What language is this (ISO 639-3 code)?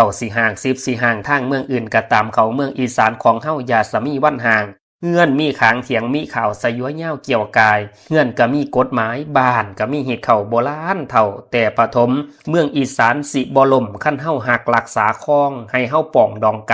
lao